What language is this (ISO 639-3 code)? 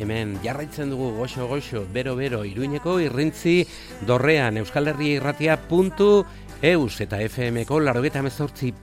eus